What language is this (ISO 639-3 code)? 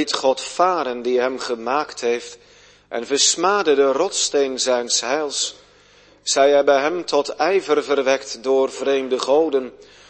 nld